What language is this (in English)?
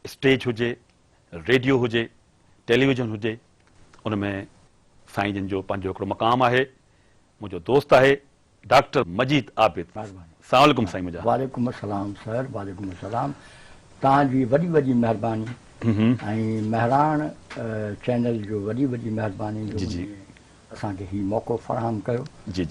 Sindhi